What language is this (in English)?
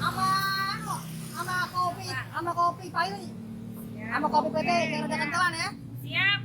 Betawi